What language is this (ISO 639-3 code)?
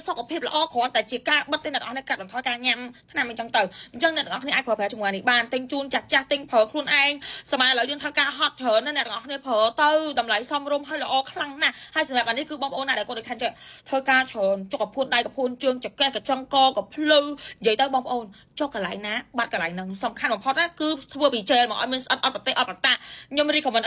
khm